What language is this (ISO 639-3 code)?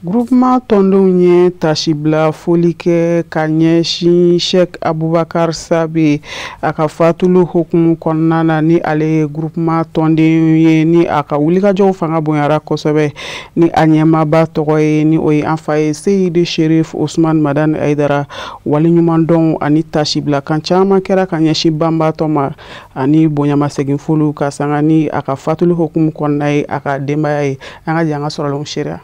bam